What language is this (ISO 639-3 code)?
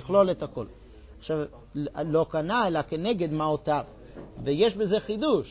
heb